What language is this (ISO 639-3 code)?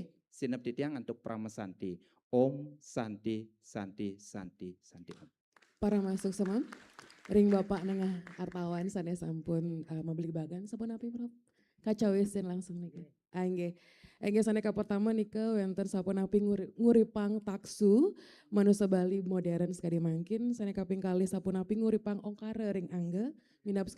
ban